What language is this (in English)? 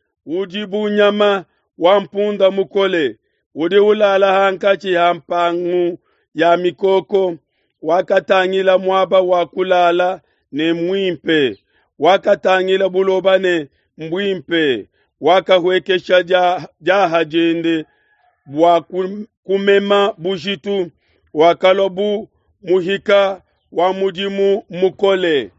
Luba-Lulua